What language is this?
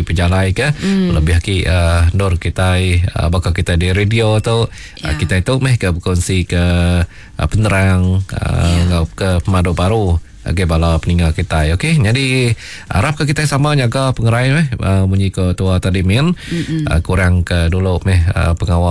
Iban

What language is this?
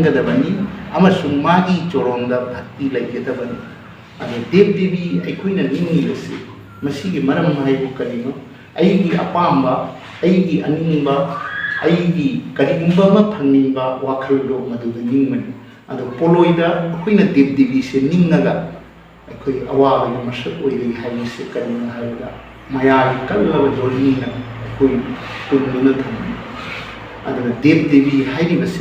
Manipuri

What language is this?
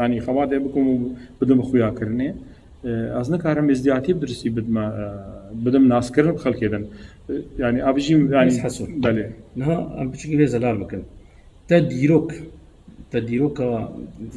Kurdish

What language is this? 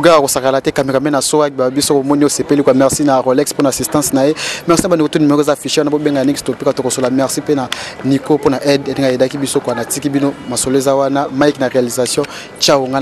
Lingala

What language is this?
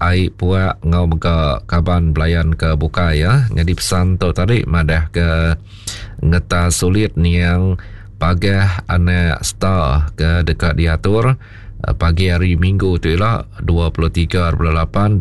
Iban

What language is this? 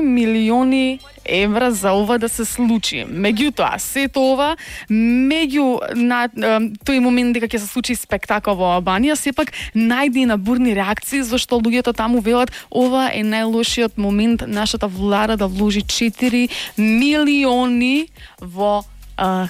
Macedonian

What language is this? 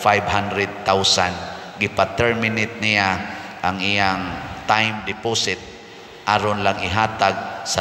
Cebuano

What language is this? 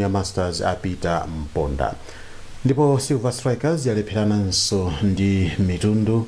Nyanja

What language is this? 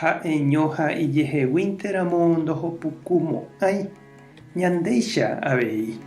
Guarani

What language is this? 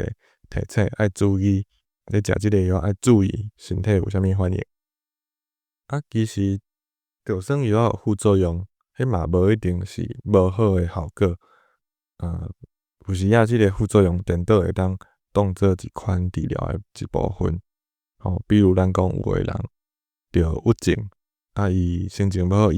Min Nan Chinese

